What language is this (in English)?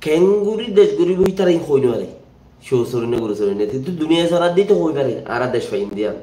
Rohingya